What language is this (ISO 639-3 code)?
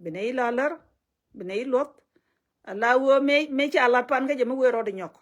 nus